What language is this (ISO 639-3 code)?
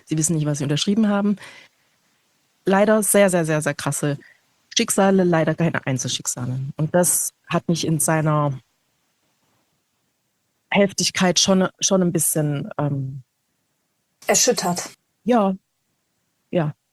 deu